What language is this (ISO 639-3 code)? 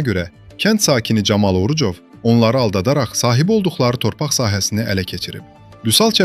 aze